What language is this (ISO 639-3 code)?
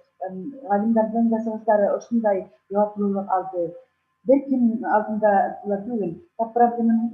bak